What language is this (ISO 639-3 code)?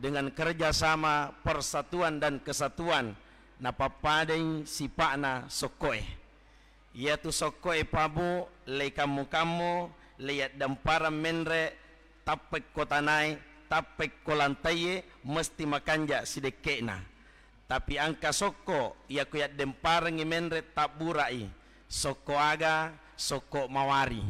bug